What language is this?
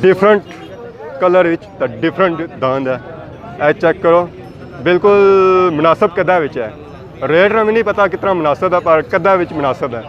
Pahari-Potwari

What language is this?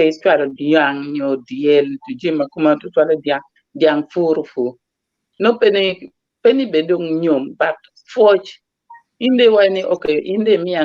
Acoli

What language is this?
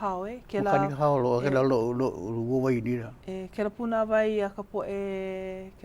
Hawaiian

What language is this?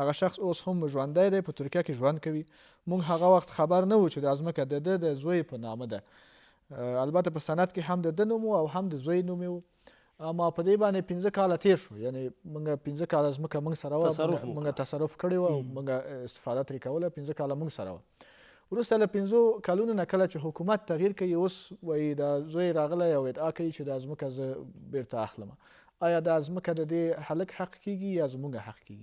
Pashto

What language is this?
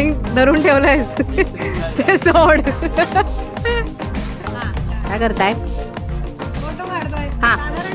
Marathi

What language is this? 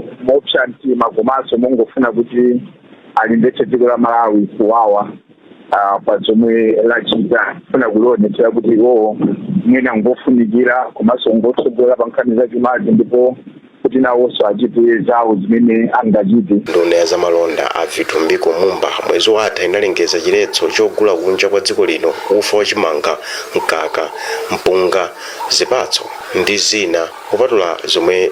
Nyanja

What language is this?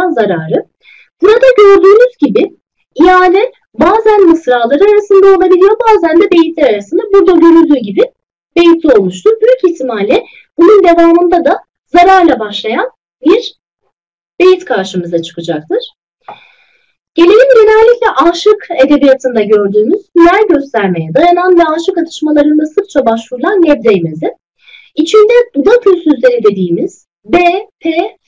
Turkish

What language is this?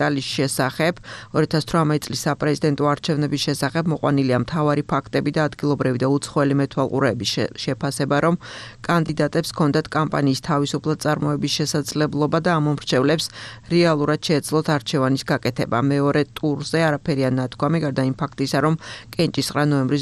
Georgian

